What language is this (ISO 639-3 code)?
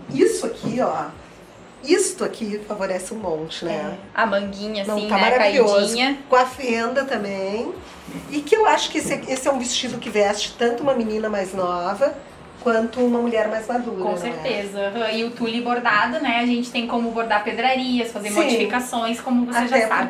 por